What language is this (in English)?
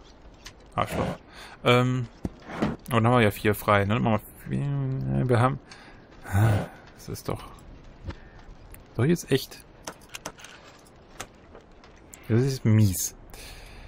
German